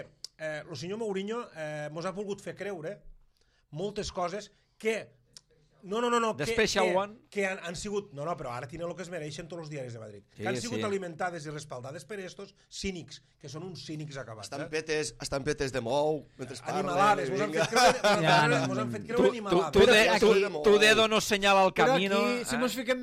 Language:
Catalan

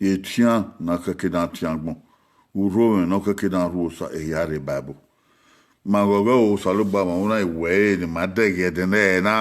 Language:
Bini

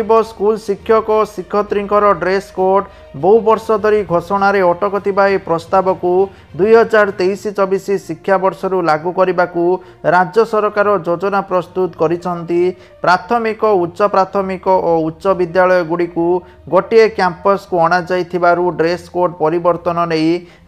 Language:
Odia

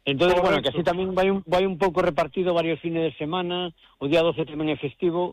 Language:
Galician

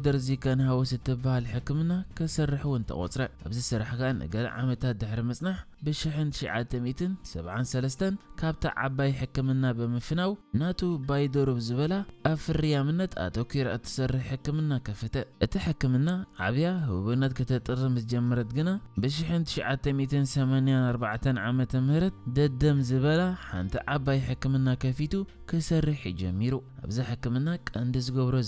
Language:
Tigrinya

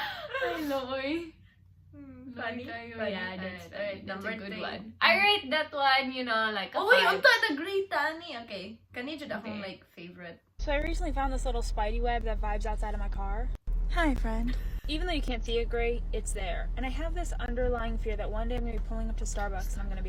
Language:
Cebuano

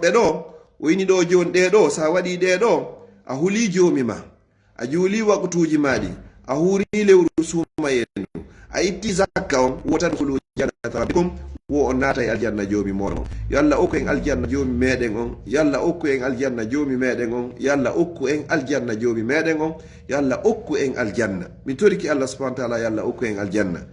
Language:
Pular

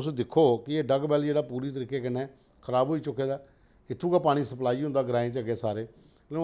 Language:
Dogri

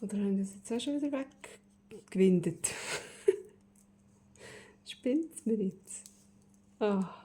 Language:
Swiss German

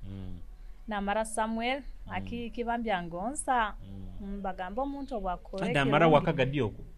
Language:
Nyoro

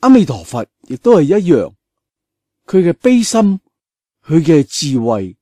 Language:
Cantonese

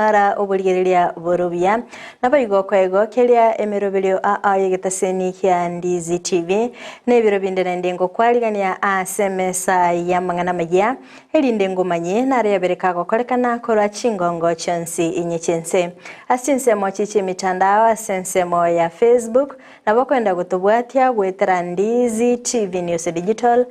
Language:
Gusii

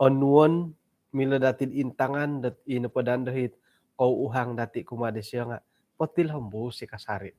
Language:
Central Dusun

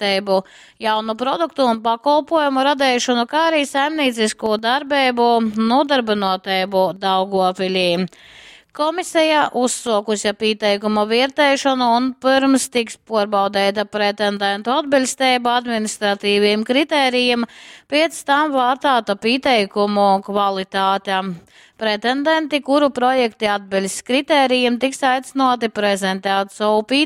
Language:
Latgalian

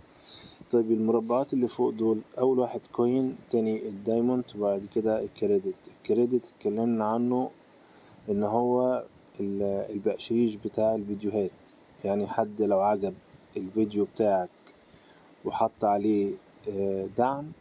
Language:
Egyptian Arabic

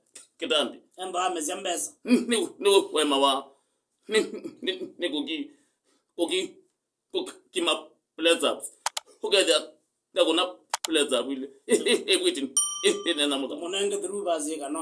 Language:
Kamba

